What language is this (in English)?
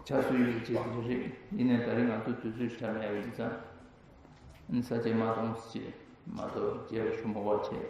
Tibetan